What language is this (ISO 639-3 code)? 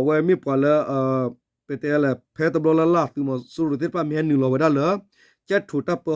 ksw